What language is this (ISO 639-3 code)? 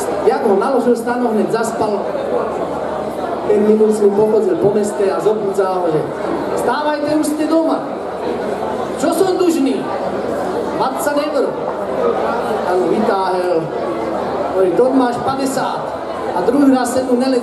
slk